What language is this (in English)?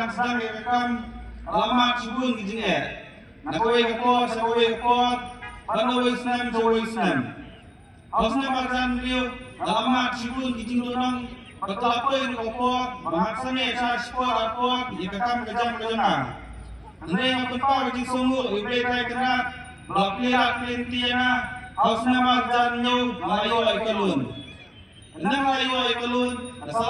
Khasi